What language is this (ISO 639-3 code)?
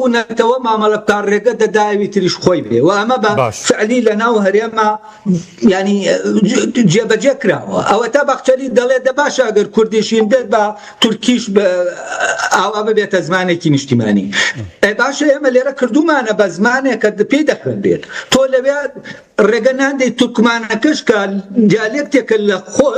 ckb